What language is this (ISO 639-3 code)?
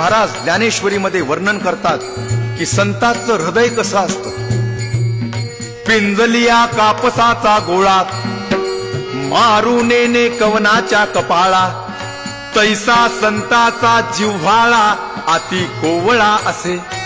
mar